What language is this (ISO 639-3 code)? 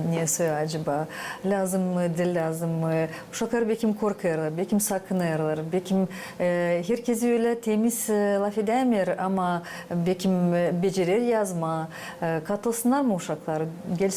gag